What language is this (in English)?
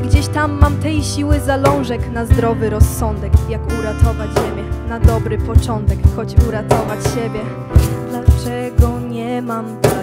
Polish